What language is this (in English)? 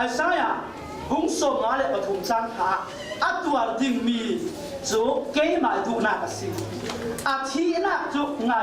Falam Chin